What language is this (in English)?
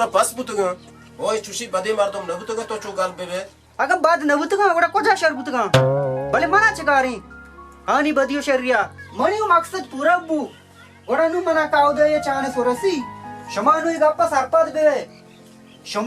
Baluchi